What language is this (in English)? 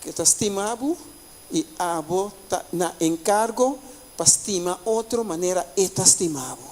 Papiamento